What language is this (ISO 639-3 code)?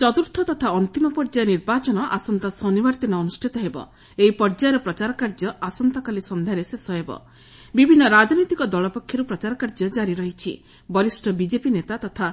ori